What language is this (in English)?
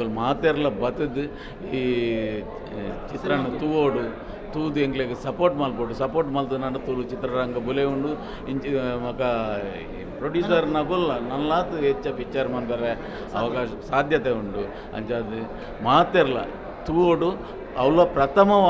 Tulu